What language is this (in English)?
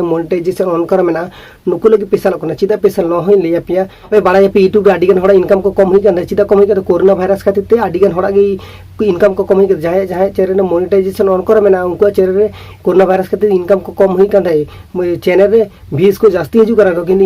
Santali